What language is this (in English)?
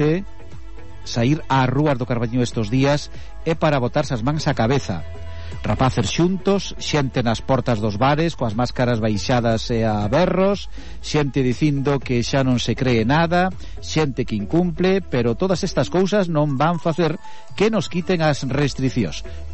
Galician